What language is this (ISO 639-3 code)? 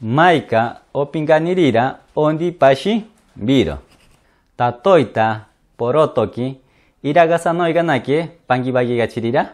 mcb